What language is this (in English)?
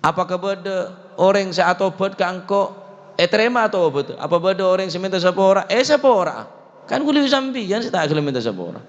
Madurese